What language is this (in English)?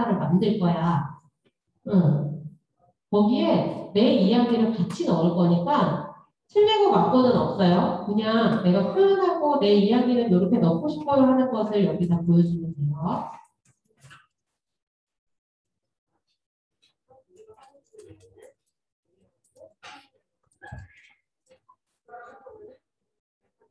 Korean